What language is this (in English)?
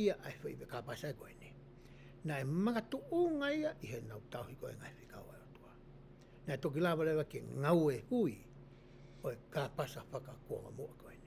Tongan